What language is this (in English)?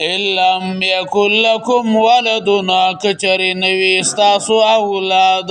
Pashto